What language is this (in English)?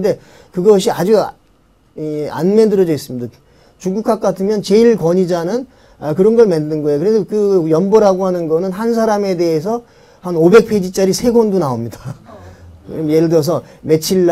Korean